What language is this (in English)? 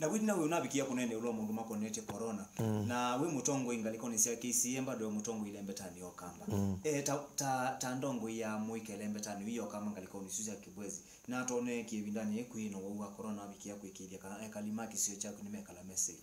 Kamba